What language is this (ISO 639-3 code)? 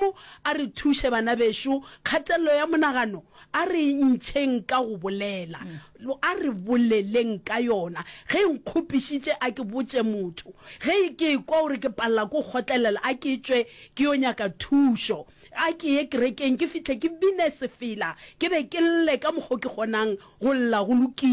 nso